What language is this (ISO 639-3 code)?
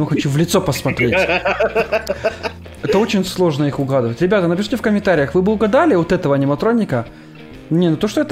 rus